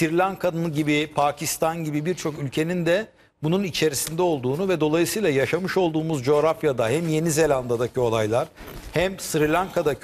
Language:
Turkish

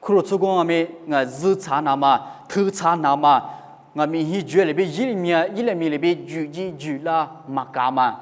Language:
Lisu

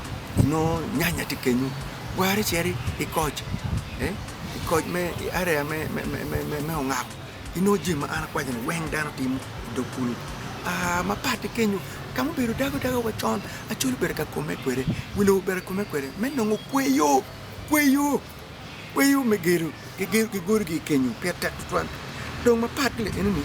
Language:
Acoli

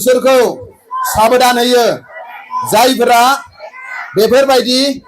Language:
Bodo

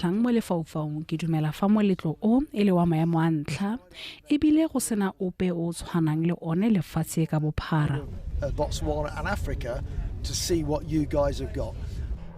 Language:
Tswana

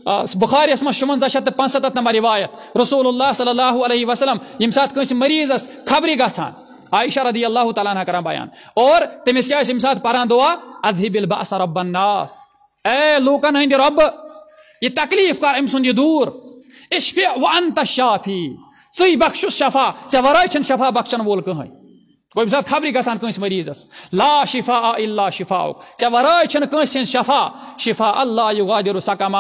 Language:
Kashmiri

